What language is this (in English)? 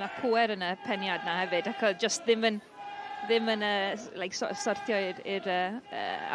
Welsh